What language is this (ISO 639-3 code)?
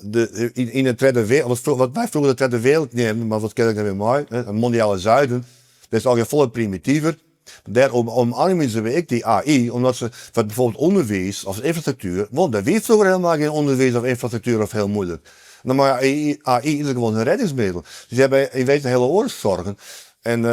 fry